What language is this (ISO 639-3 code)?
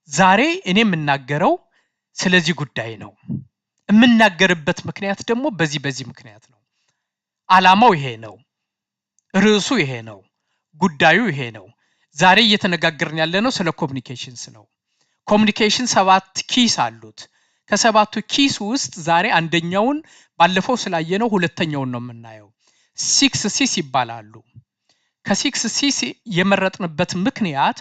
amh